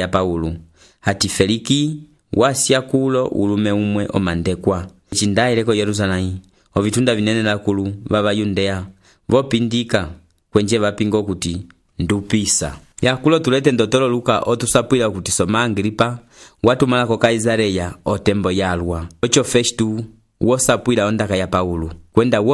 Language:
Umbundu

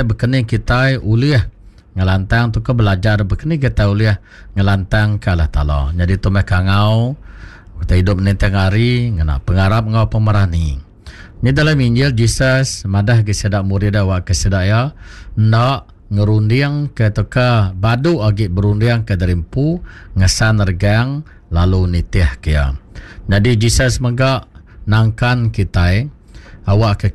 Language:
Iban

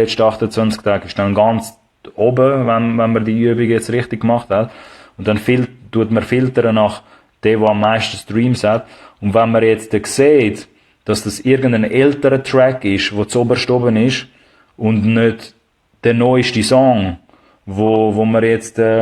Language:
Swiss German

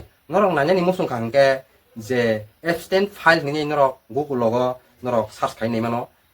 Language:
Kok Borok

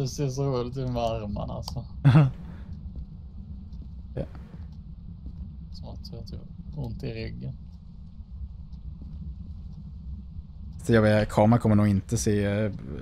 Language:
Swedish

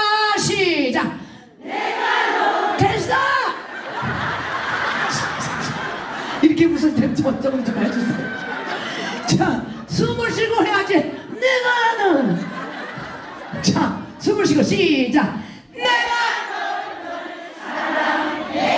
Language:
Korean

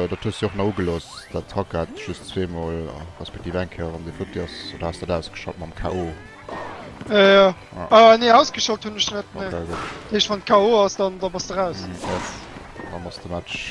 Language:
Luxembourgish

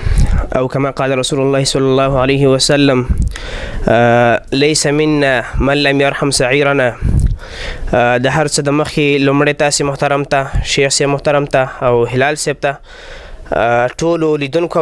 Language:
Pashto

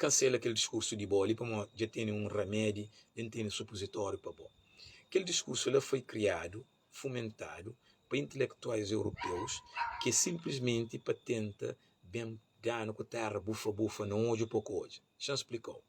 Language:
Kabuverdianu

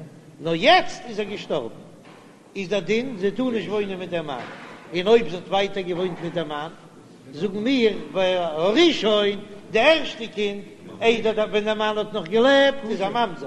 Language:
Yiddish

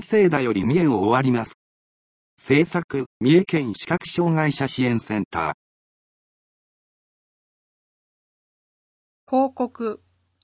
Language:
Japanese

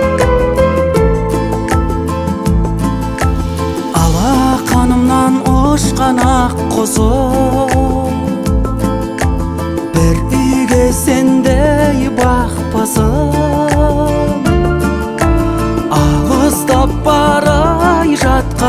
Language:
Kazakh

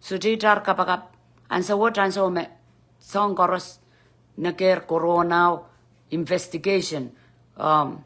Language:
Pohnpeian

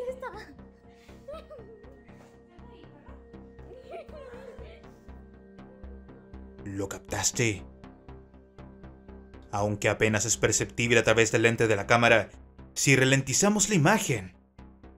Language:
Spanish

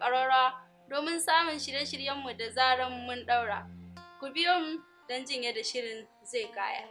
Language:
Hausa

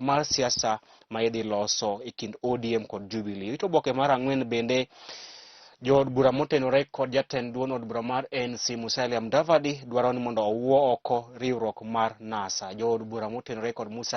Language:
Luo (Kenya and Tanzania)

